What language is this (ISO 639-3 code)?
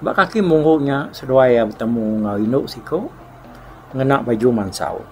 iba